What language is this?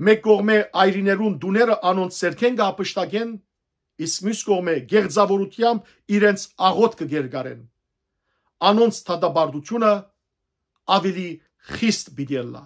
Western Armenian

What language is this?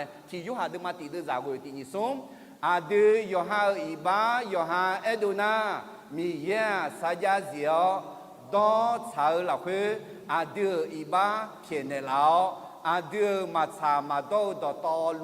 Akha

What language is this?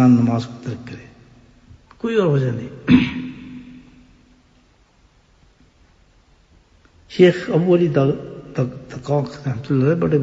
Urdu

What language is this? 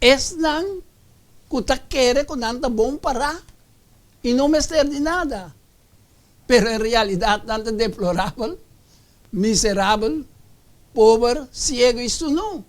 Papiamento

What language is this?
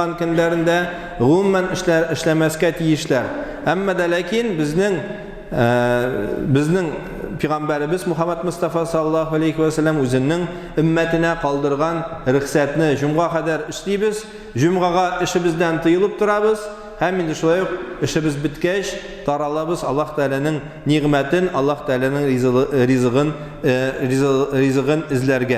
Tatar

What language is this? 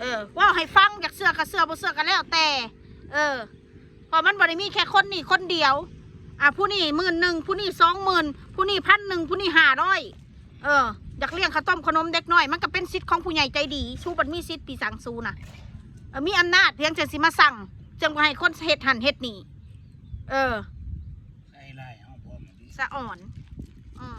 Northeastern Thai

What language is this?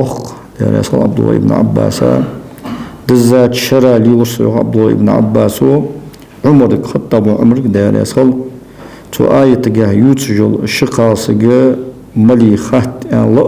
Ingush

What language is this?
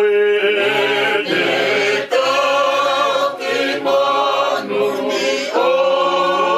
Tongan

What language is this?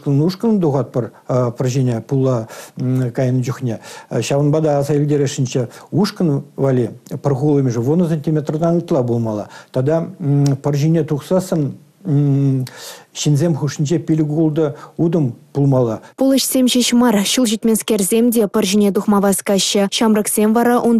Chuvash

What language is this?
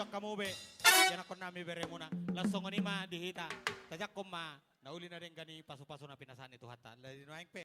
Batak Toba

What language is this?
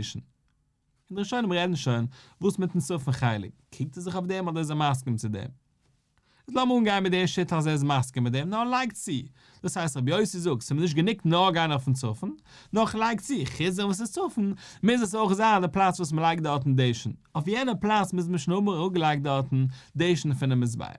Yiddish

